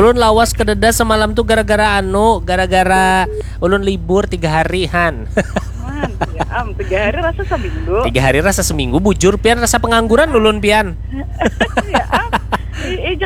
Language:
Banjar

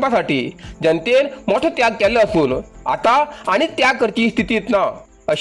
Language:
Konkani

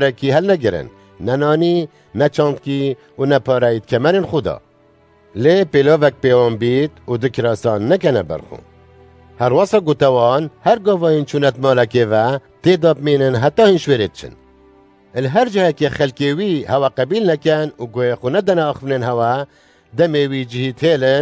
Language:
Kurdish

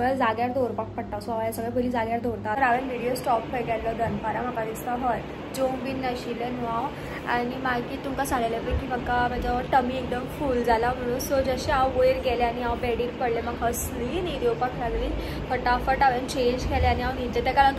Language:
Konkani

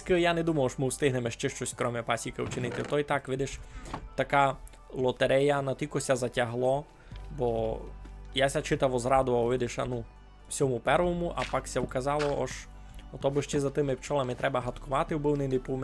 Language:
Rusyn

